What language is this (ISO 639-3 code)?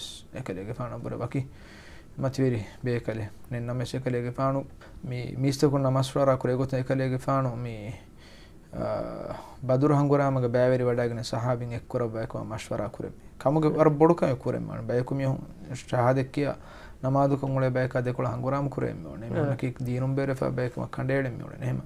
div